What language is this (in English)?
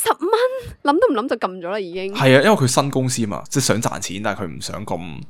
Cantonese